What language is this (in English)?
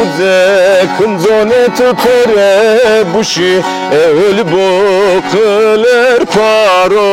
Zaza